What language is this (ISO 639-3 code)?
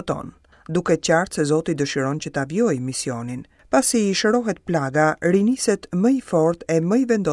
sqi